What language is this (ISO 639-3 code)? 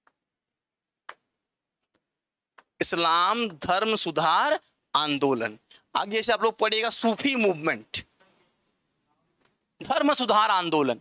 hin